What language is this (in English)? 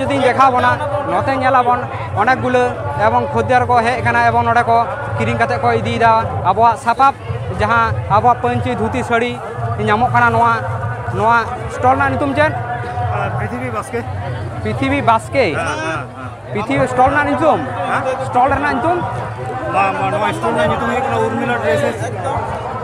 Santali